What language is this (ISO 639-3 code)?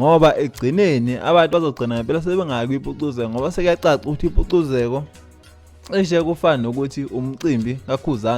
zul